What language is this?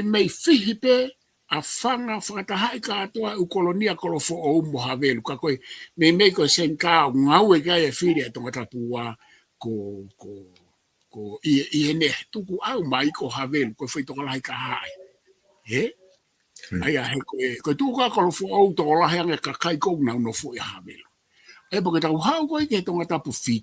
Tongan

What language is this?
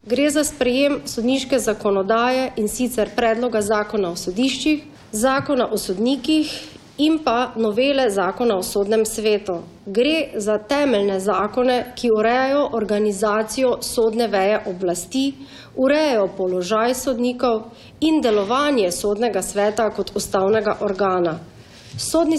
Slovenian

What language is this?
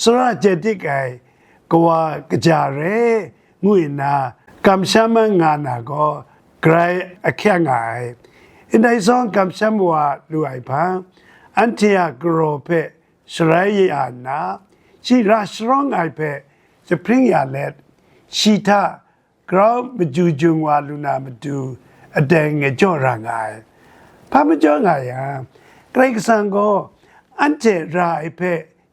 Kachin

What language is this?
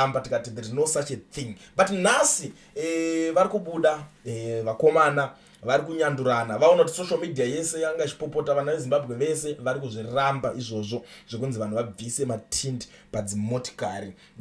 Shona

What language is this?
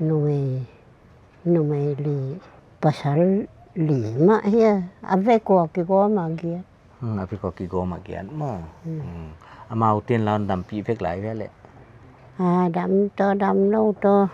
Paite Chin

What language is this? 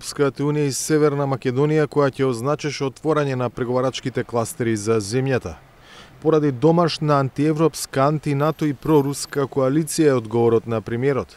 Macedonian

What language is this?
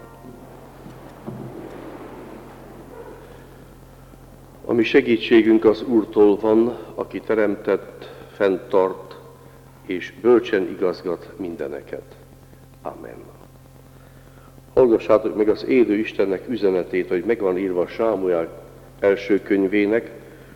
Hungarian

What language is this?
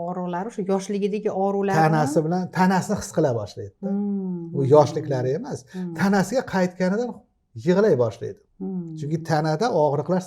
Uzbek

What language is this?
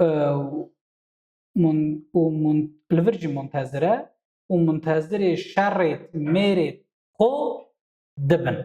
Kurdish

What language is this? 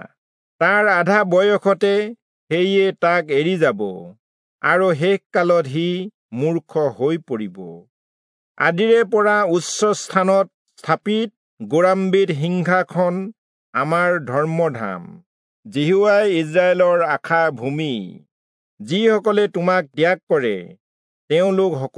Assamese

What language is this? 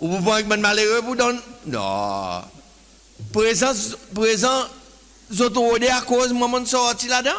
Seselwa Creole French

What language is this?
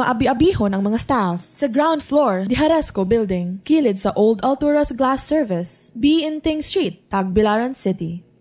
Cebuano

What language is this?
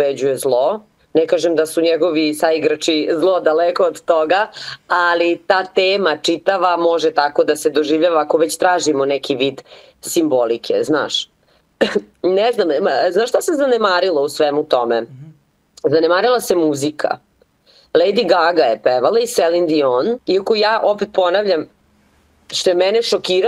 Serbian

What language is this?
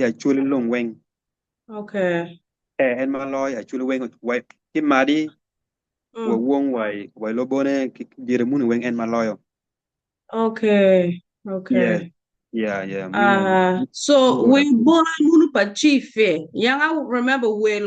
Acoli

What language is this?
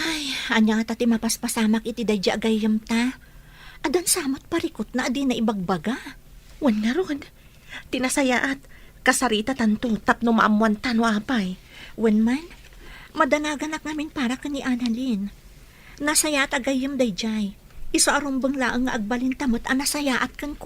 Iloko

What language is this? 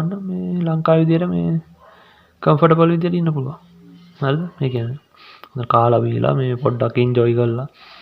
Sinhala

